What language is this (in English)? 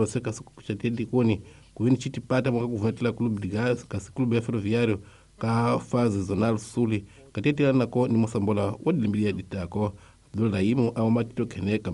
Tsonga